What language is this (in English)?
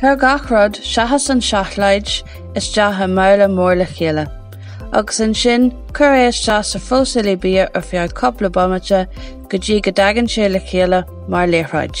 Irish